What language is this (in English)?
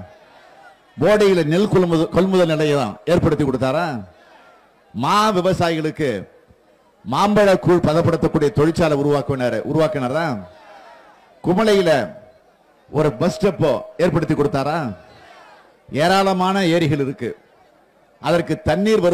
Tamil